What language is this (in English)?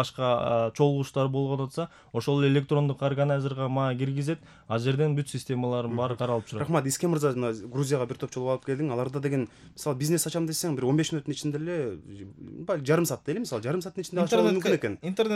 Kyrgyz